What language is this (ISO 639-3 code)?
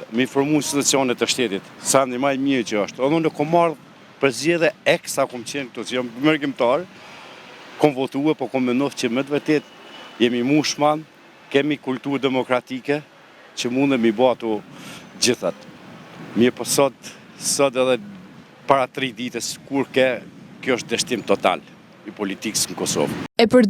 sqi